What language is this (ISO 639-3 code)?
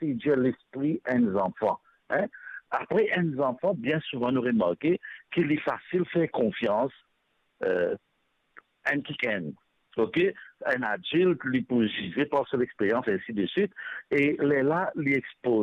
mfe